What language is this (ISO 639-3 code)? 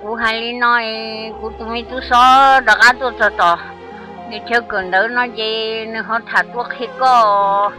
hmn